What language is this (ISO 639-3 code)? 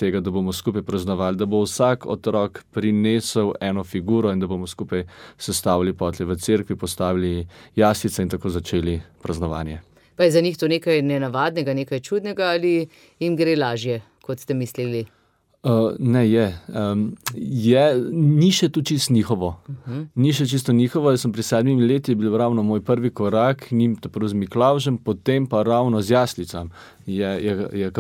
slv